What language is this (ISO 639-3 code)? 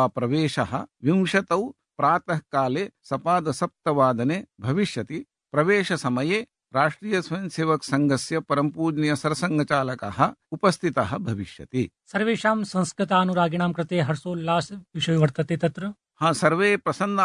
san